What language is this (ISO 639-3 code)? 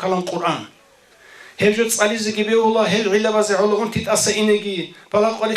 ava